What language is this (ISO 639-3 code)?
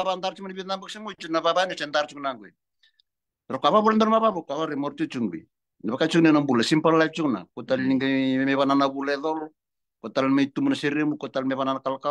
fij